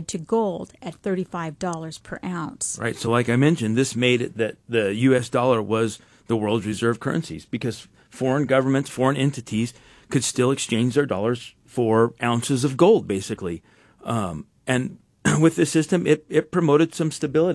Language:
English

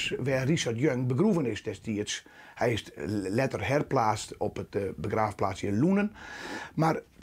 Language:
Western Frisian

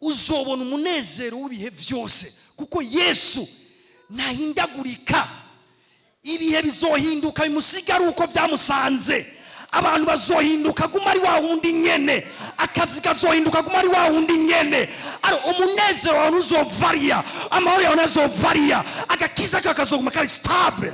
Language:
Rundi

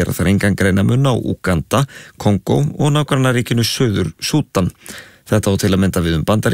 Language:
Icelandic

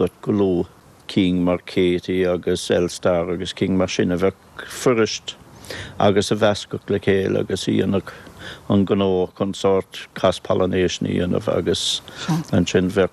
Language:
Irish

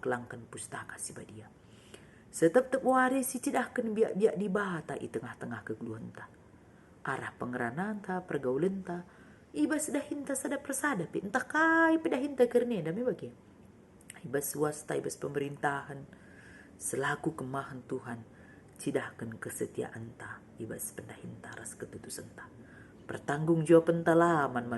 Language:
Batak Karo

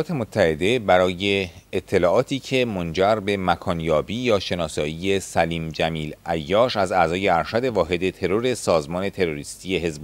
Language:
Persian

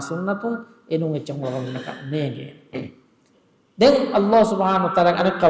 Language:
Divehi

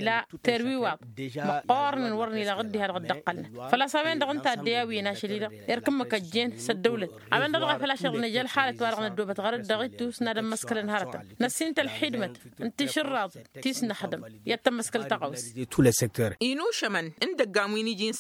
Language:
Tamasheq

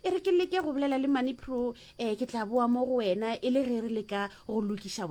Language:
Northern Sotho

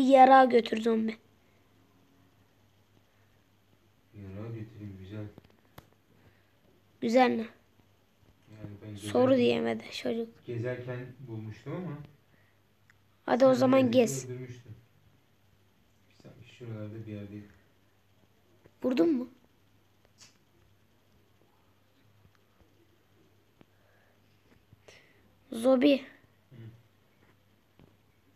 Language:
Turkish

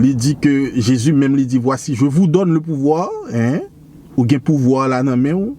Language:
Haitian Creole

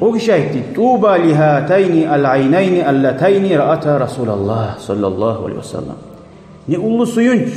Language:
Kumyk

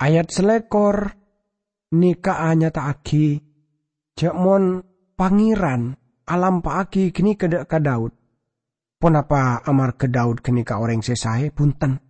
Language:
Madurese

